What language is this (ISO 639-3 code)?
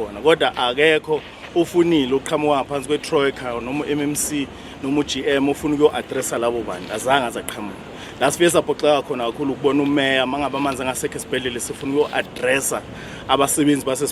zul